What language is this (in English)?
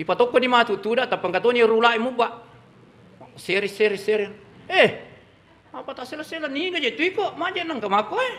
Buginese